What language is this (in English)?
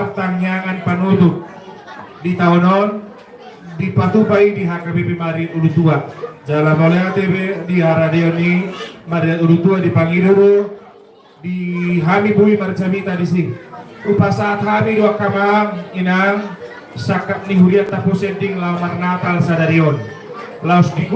Batak Toba